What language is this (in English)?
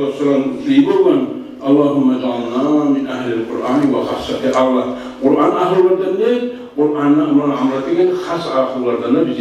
Kumyk